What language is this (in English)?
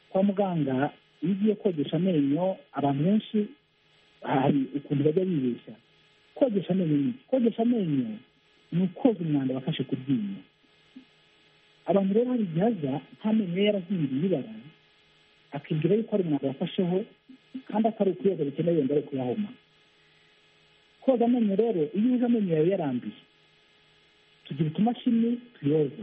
Kinyarwanda